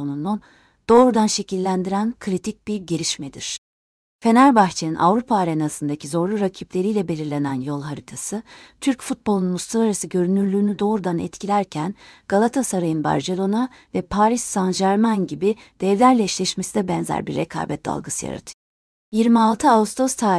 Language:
Turkish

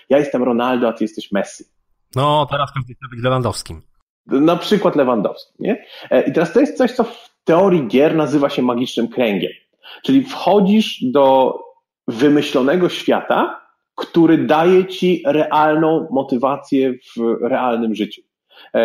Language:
Polish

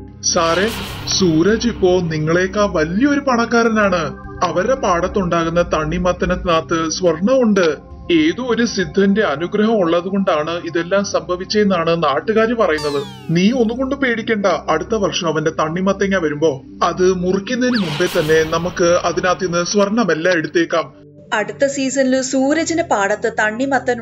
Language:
Malayalam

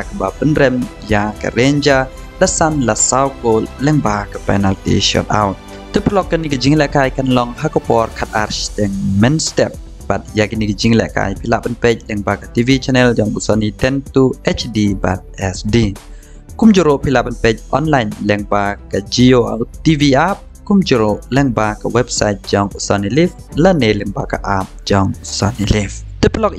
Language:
Khasi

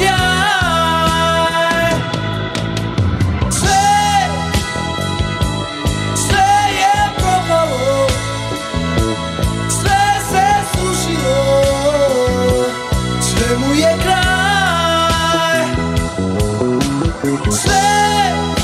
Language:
Serbian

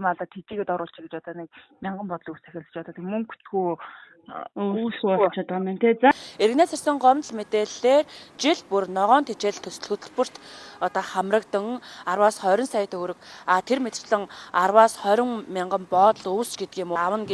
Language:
Mongolian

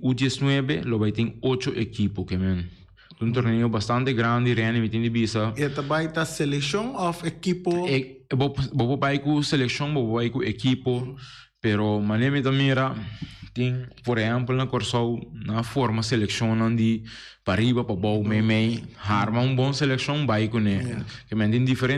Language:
Papiamento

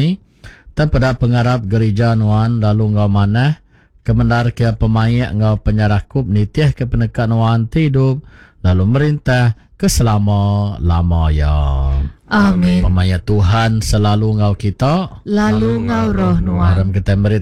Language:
Iban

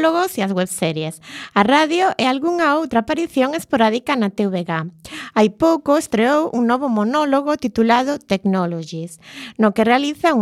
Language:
Galician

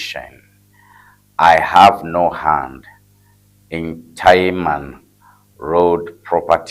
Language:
Ewe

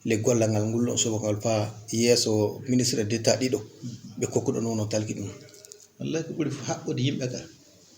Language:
Fula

